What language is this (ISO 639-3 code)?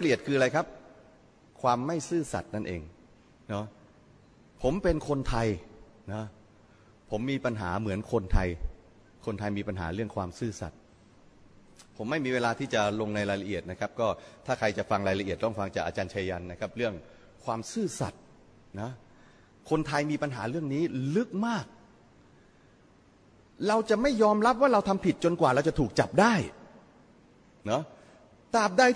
tha